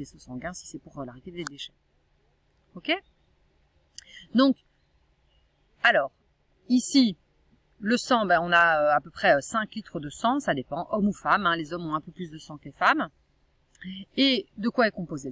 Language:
French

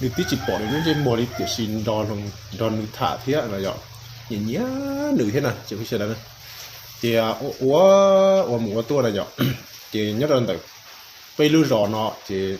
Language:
Hmong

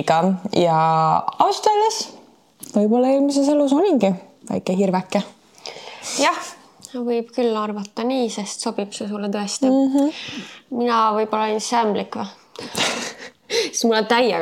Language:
Estonian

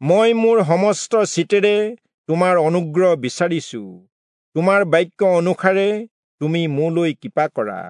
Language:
Assamese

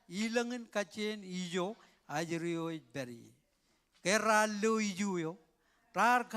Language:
Marshallese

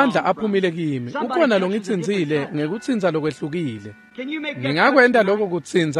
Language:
Swati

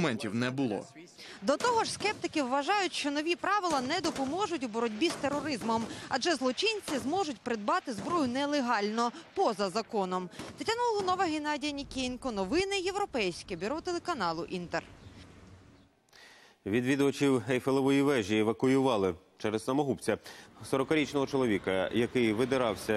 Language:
Ukrainian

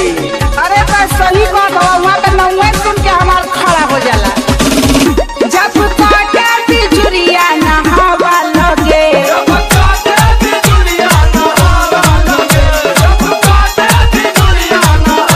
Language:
Bhojpuri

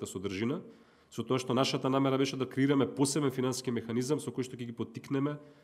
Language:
Macedonian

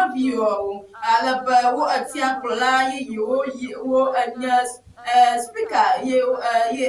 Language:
Ewe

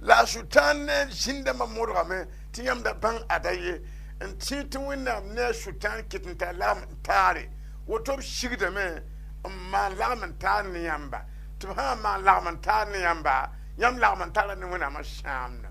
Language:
Mossi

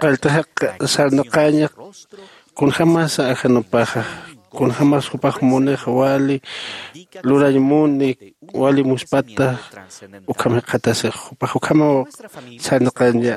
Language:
Aymara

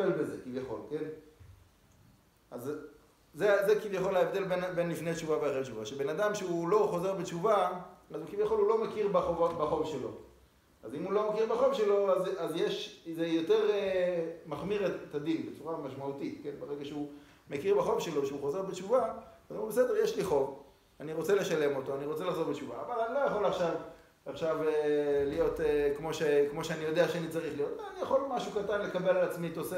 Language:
Hebrew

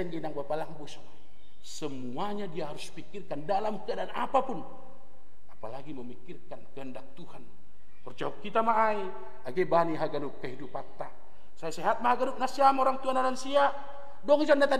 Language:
Batak Simalungun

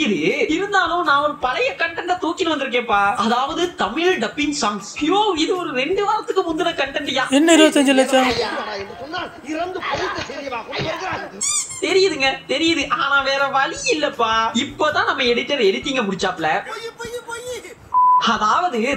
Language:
Tamil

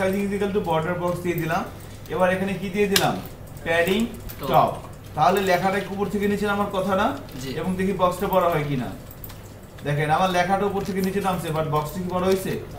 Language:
Bangla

